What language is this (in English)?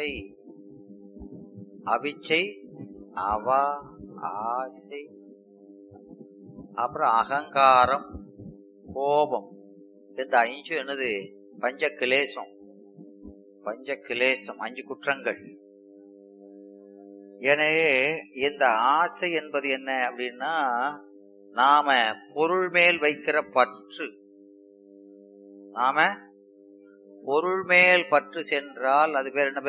Tamil